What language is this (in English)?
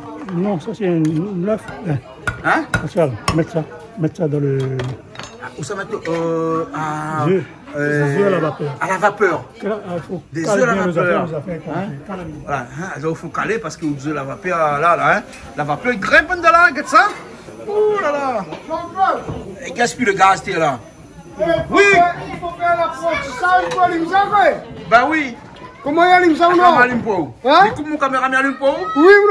Réunion Creole French